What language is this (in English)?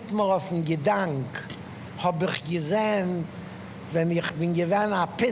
Yiddish